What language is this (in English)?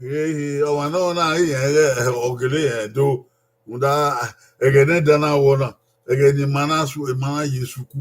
Bini